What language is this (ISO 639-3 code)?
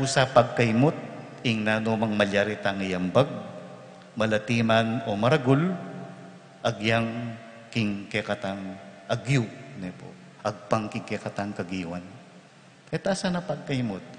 pam